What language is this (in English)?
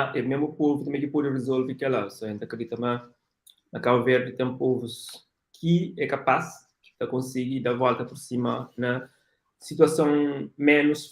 Kabuverdianu